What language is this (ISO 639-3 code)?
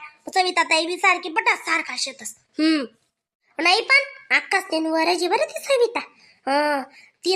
khn